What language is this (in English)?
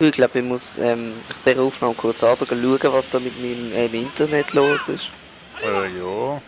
Swiss German